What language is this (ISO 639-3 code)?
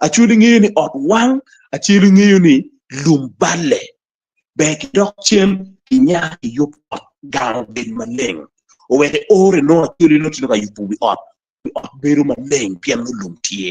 ach